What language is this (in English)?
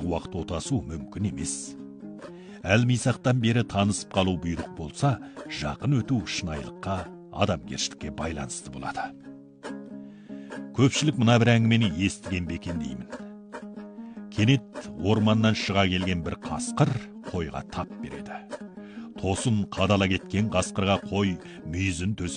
Kazakh